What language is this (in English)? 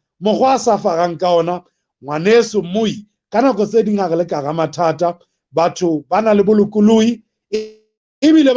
Southern Sotho